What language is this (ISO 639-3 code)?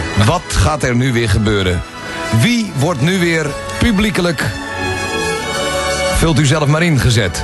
nld